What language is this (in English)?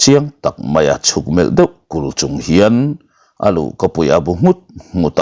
Mizo